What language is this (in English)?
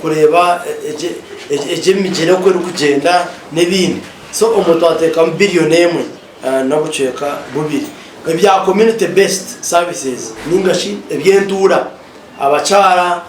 Nyankole